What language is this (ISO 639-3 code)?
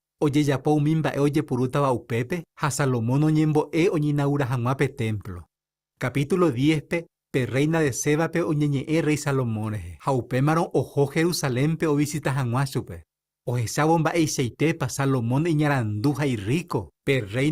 grn